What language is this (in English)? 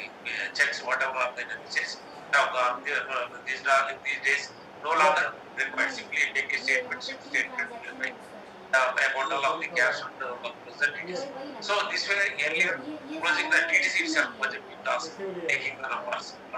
English